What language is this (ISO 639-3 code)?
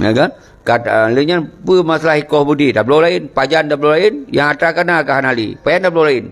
ace